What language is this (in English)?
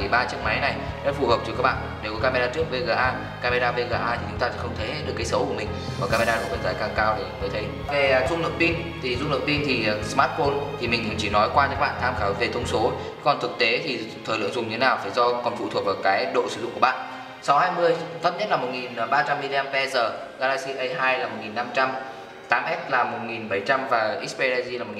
Vietnamese